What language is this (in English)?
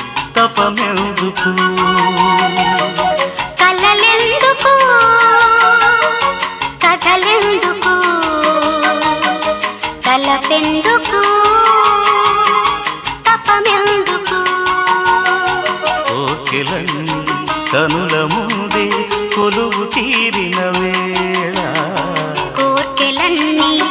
Telugu